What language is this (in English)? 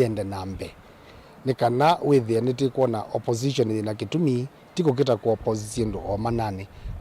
Kamba